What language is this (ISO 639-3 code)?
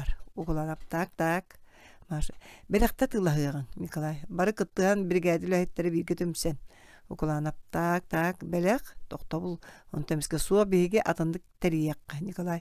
sah